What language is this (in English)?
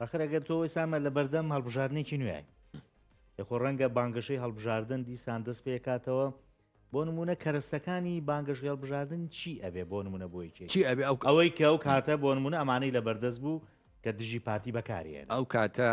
Central Kurdish